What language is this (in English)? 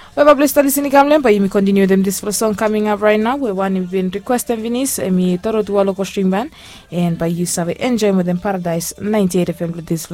Bislama